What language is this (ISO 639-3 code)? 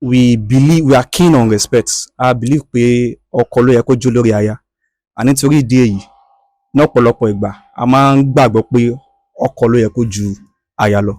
yor